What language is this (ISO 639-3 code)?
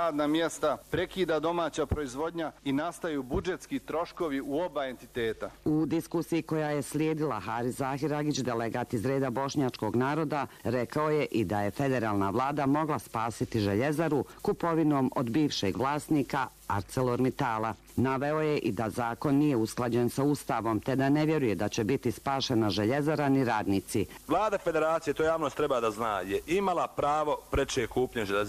bos